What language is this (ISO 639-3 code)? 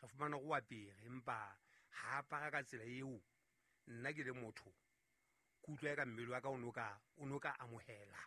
sot